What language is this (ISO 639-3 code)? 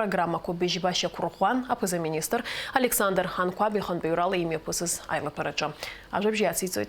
abk